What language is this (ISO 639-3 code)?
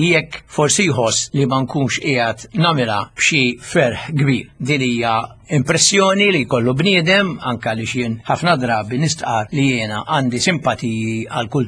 mlt